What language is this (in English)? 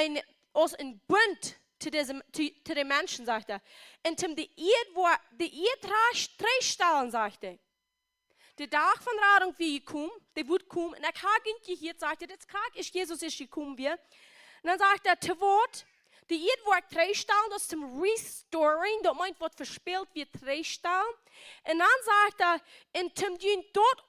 Plautdietsch